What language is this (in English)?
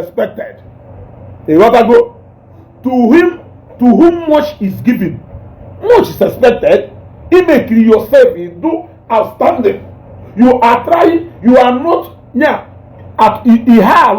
Igbo